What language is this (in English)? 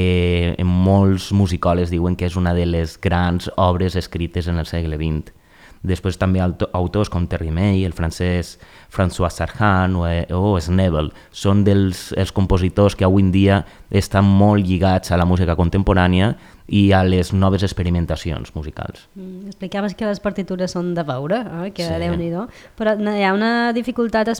Catalan